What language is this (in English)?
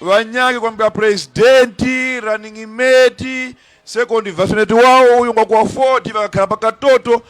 Tumbuka